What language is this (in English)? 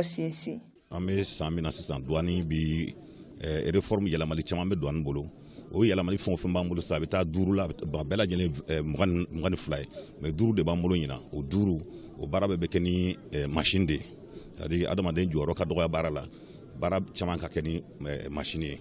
Bambara